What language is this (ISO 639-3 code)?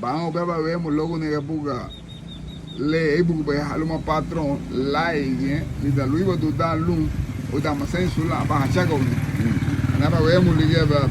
cab